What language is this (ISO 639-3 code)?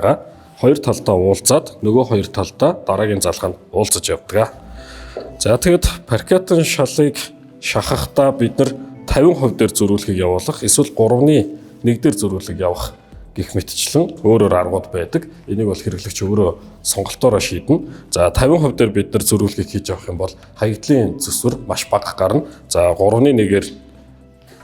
mon